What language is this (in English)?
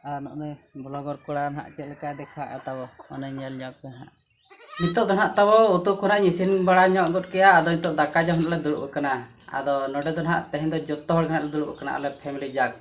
Santali